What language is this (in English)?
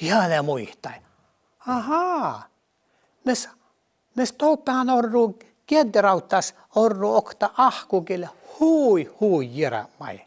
Northern Sami